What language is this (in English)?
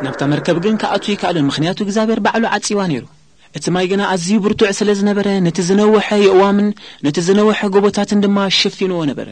Tigrinya